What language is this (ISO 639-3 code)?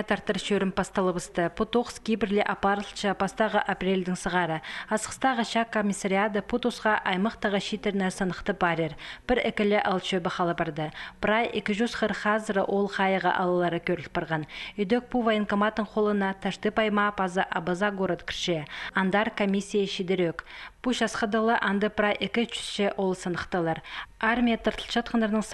kjh